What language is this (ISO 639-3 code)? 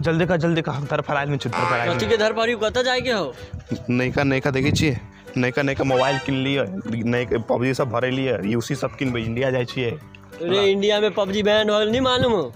mai